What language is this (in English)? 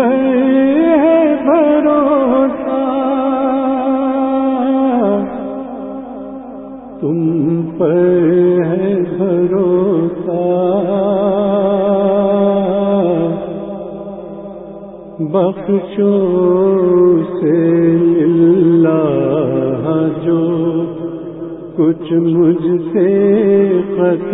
Urdu